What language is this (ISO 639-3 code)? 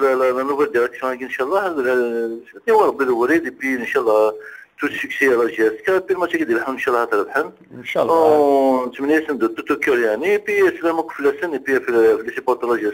kab